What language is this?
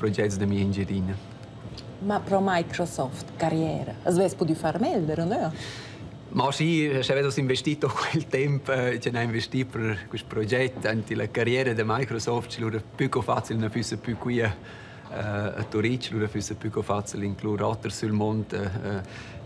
Romansh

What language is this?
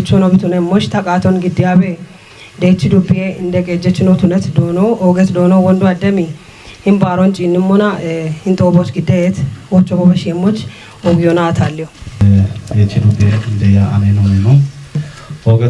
Kafa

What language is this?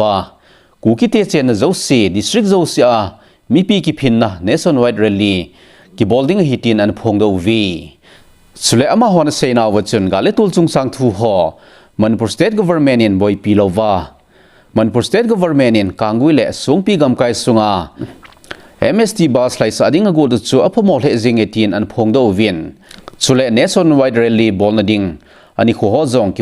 Thado Chin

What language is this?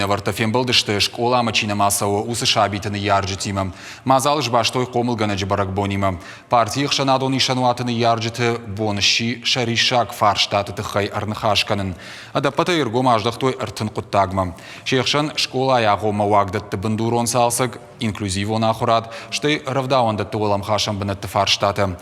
Ossetic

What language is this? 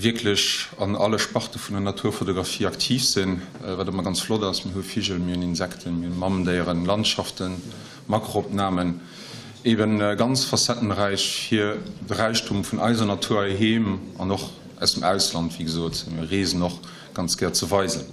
Luxembourgish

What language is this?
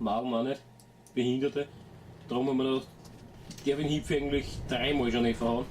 Bavarian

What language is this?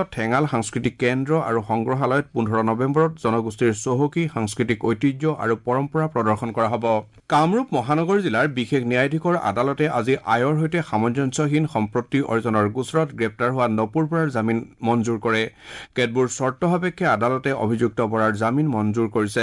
Assamese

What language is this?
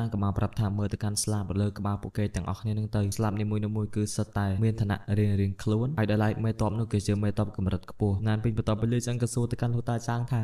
Khmer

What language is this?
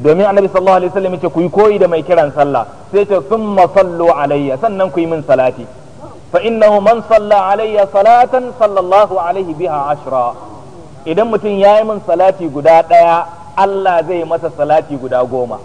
Hausa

